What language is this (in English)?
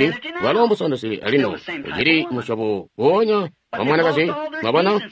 Tonga (Zambia)